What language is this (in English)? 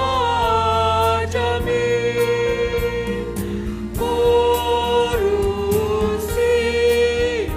Batak Simalungun